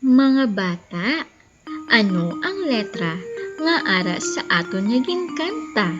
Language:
Hiligaynon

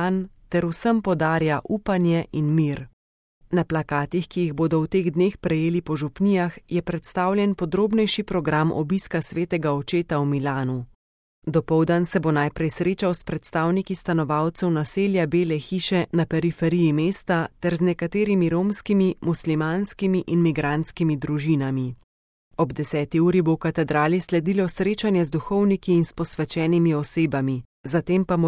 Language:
Slovenian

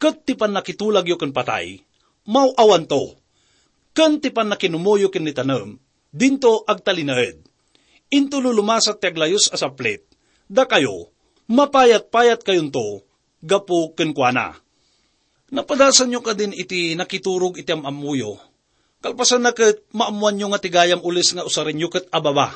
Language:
Iloko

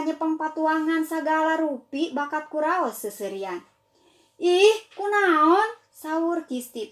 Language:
Sundanese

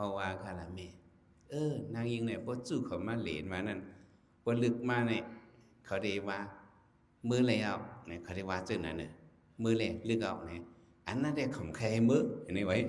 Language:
Shan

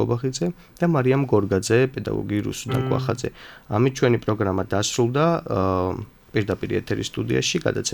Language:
Georgian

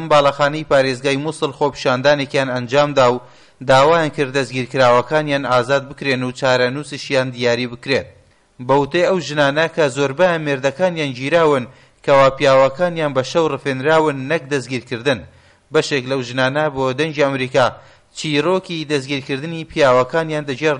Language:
Central Kurdish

